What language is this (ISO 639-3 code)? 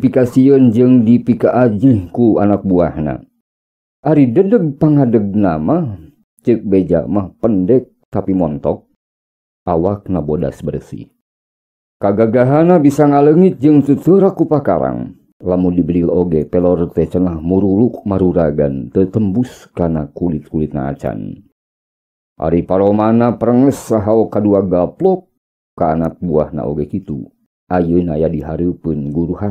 sun